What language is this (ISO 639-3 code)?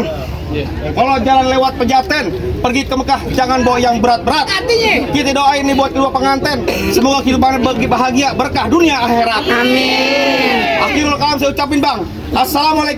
bew